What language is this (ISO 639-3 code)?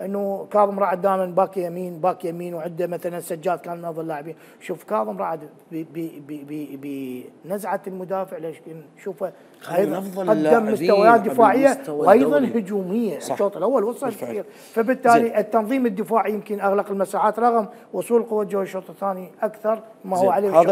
acm